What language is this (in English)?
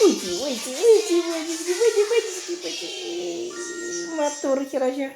Chuvash